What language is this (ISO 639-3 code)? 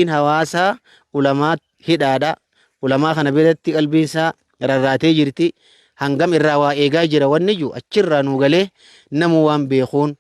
orm